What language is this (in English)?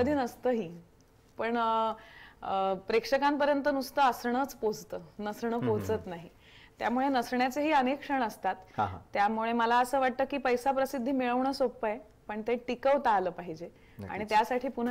Marathi